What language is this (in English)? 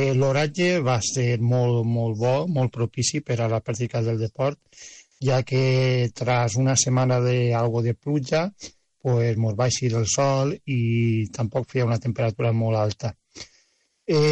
Catalan